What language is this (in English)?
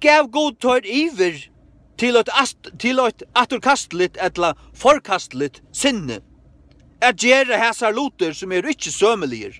Faroese